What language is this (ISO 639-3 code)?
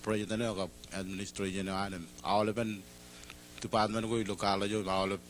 mah